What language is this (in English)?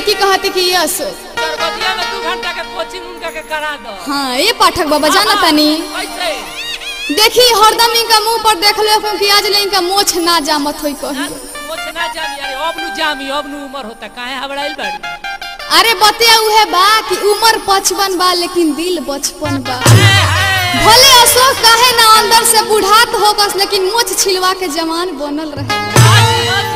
Bhojpuri